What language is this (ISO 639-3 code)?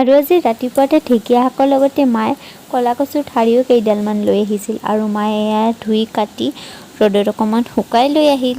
asm